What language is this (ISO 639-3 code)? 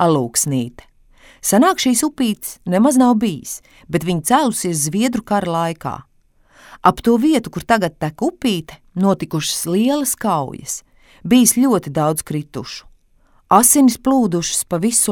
lav